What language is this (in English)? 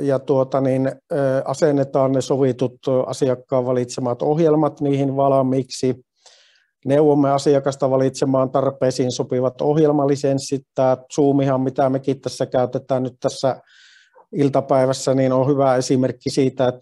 Finnish